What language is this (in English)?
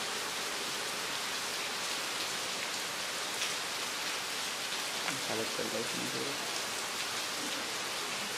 Bangla